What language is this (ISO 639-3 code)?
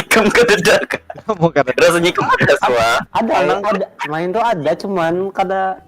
bjn